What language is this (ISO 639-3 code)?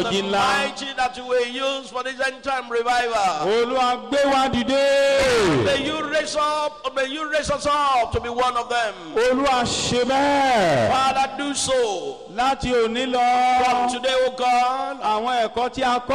yor